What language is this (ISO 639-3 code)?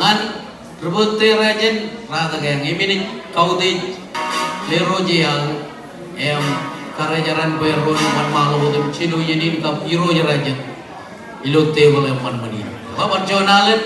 mah